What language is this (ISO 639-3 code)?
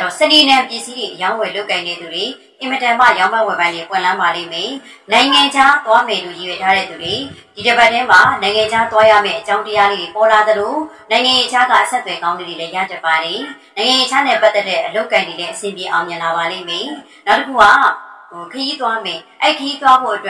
mya